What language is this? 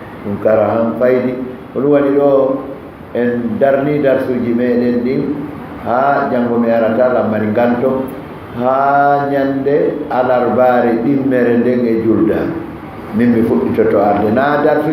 Fula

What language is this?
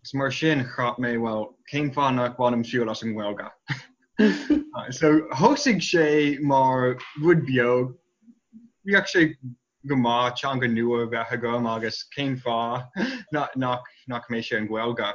Irish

